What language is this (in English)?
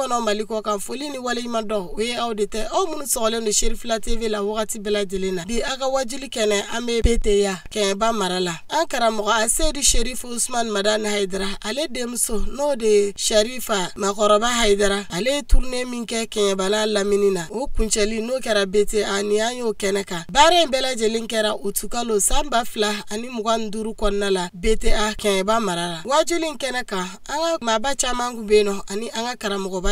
Bambara